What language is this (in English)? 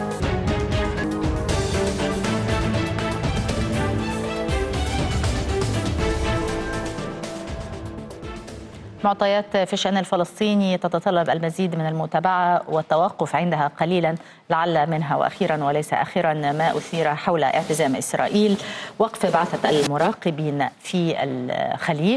Arabic